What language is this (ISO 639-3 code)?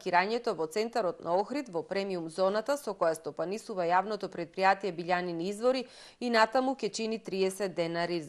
mkd